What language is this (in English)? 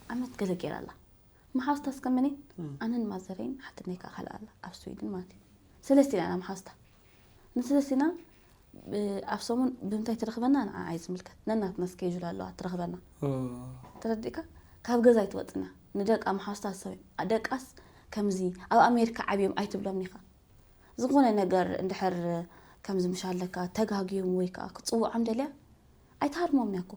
Tigrinya